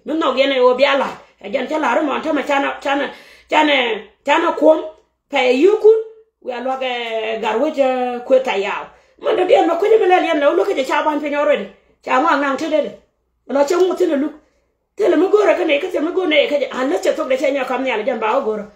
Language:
Nuer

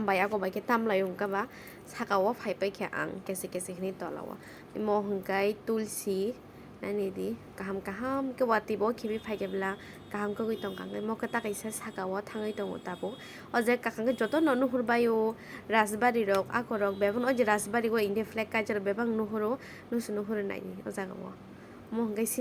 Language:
Kok Borok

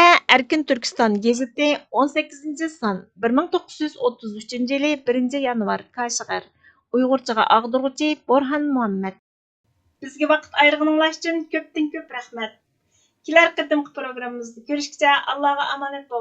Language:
Uyghur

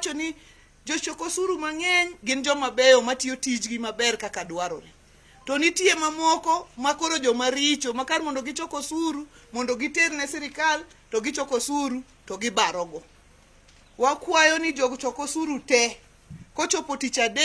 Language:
Luo (Kenya and Tanzania)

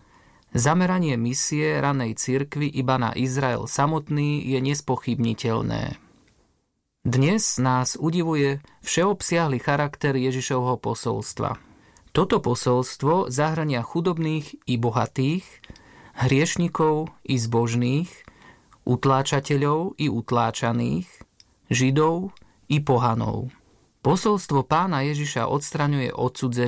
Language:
Slovak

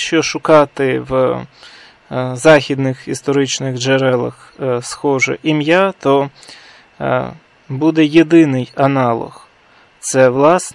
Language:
Ukrainian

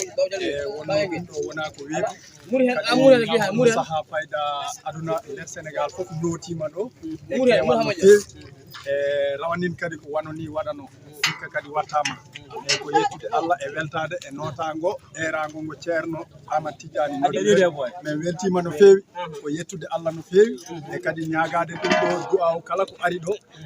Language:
Fula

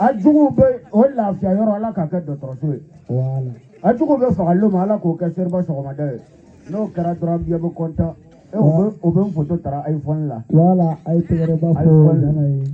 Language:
Bambara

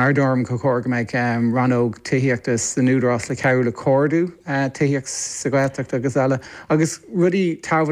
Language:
Irish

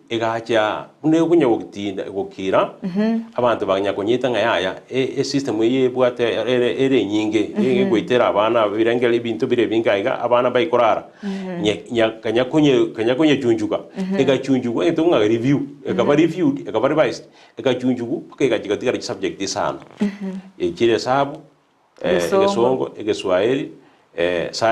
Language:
Gusii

